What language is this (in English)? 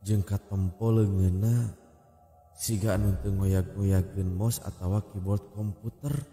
Sundanese